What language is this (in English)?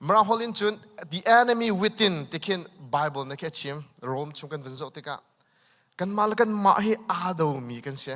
Hakha Chin